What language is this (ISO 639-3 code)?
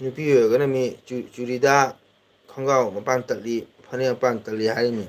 mni